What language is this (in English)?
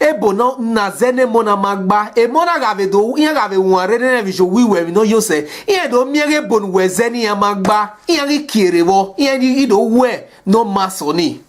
Bini